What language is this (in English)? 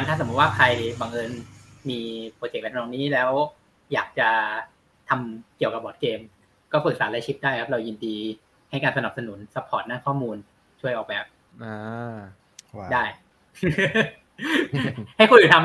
Thai